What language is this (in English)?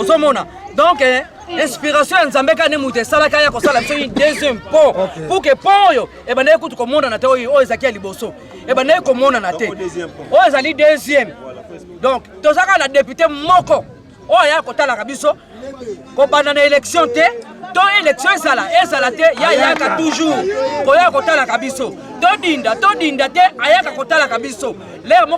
Lingala